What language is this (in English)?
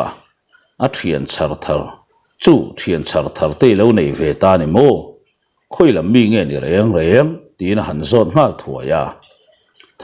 Mizo